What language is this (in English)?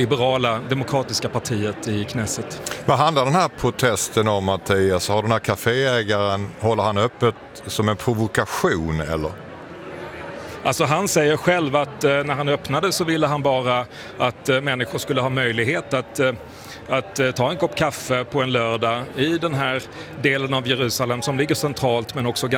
Swedish